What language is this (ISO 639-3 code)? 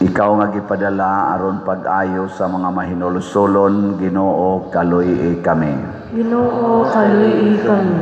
ceb